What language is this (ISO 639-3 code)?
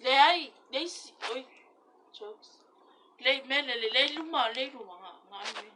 smo